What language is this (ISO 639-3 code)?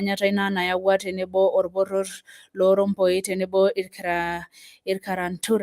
mas